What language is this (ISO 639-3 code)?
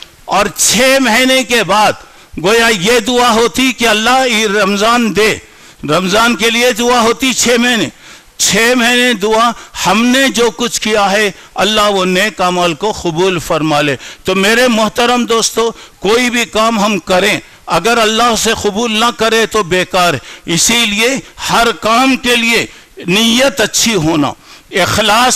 urd